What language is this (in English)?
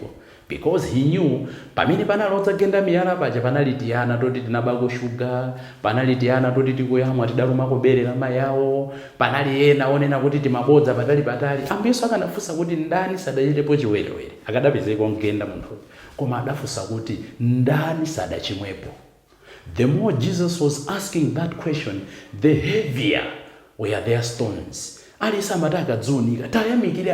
Nyanja